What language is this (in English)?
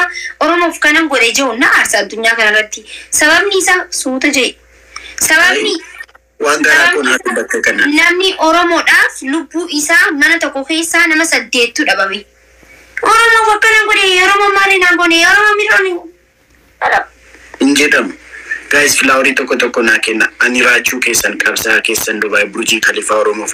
Oromo